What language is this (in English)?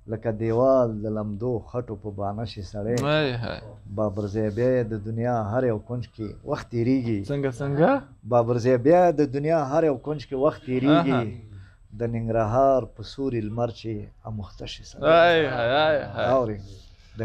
Pashto